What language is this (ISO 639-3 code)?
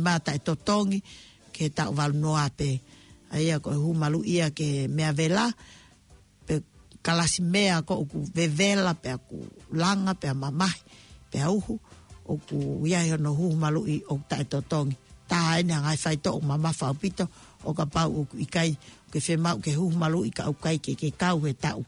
ton